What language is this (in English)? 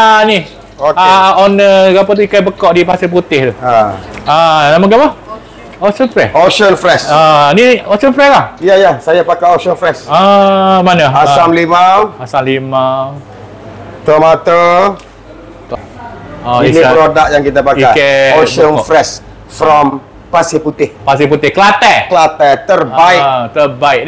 Malay